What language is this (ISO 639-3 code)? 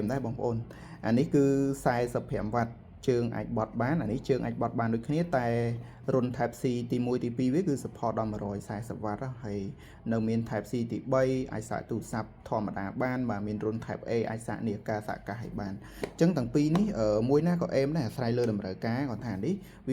khm